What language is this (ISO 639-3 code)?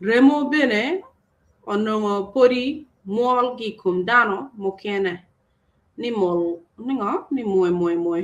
ach